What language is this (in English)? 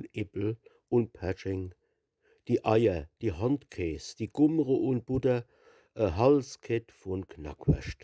Palatine German